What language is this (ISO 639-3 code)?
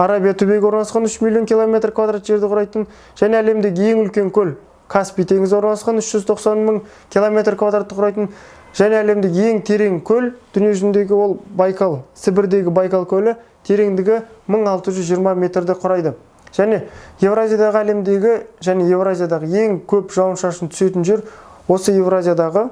kaz